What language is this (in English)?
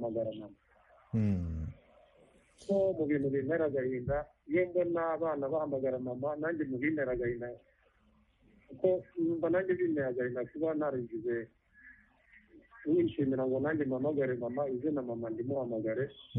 Kinyarwanda